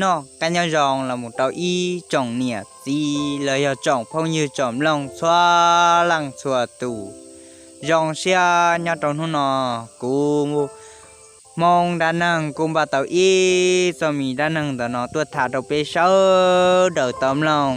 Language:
Hmong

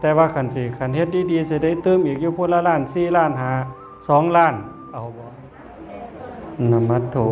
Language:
Northeastern Thai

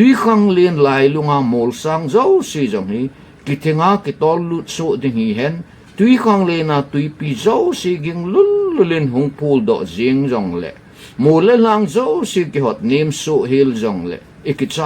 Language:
Thado Chin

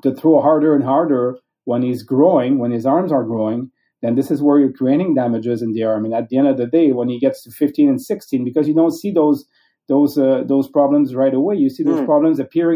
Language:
English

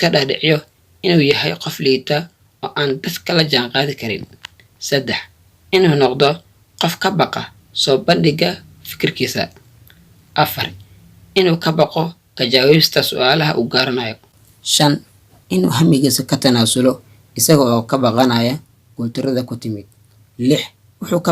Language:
Somali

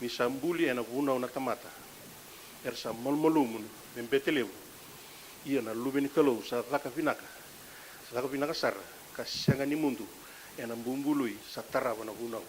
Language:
Fijian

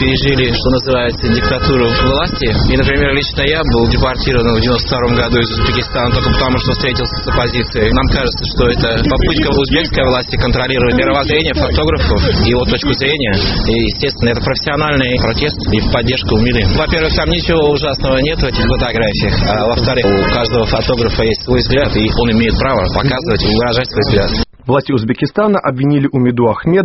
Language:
Russian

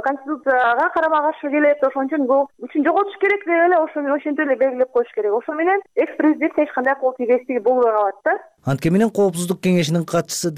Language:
Kyrgyz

